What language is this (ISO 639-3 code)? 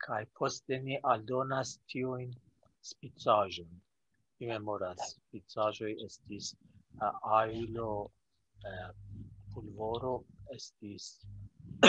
epo